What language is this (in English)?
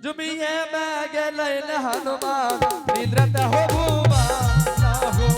Angika